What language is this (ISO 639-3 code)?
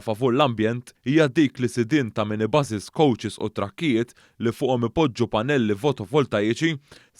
mlt